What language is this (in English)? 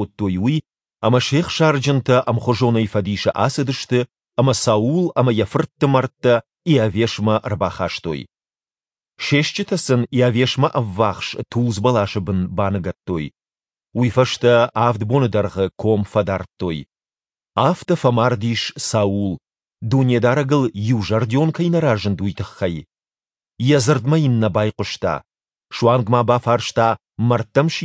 Ossetic